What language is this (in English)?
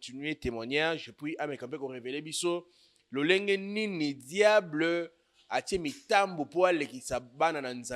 Lingala